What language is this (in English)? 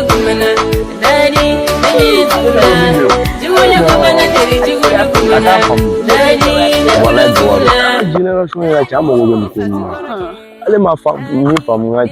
Bambara